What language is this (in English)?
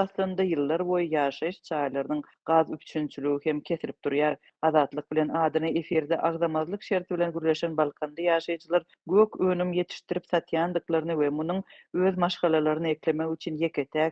Turkmen